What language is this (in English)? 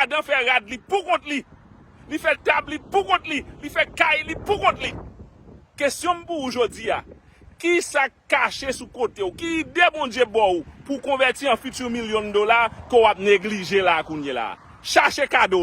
Haitian Creole